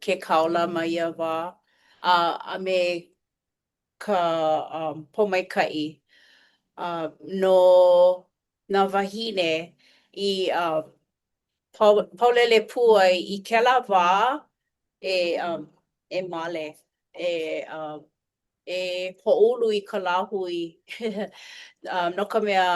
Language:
Hawaiian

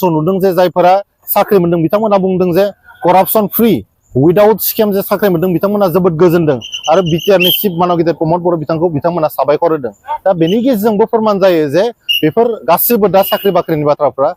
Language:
Bodo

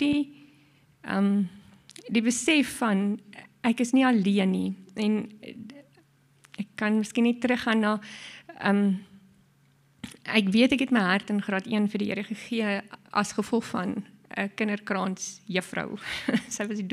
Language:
Afrikaans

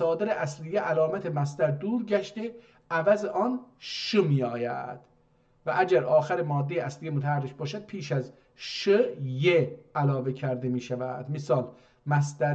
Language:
South Azerbaijani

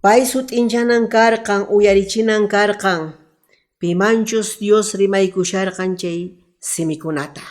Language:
Quechua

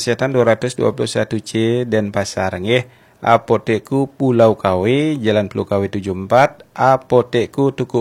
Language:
Balinese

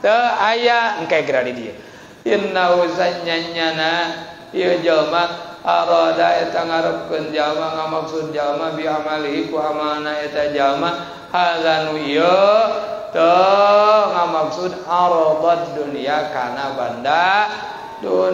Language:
Sundanese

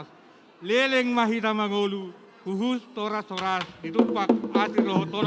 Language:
Batak Toba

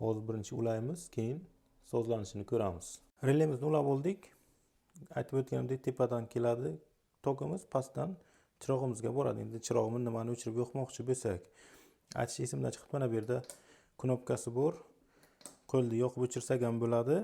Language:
Uzbek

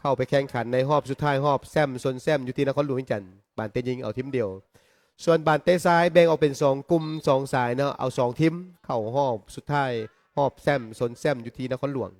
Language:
Lao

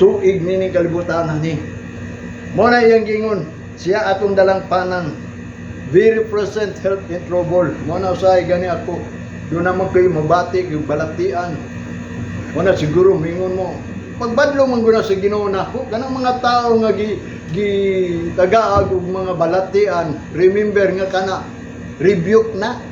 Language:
Cebuano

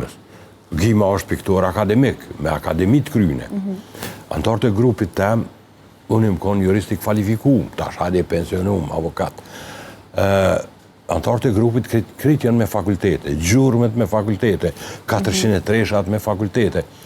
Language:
Albanian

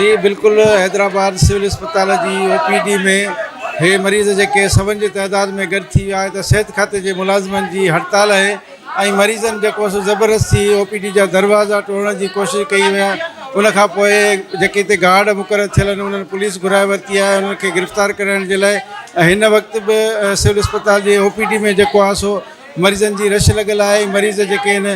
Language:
Sindhi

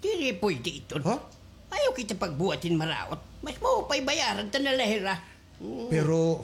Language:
Waray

